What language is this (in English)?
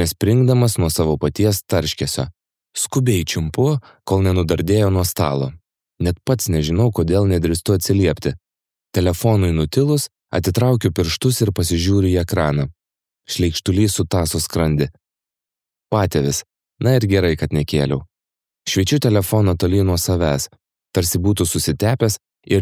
Lithuanian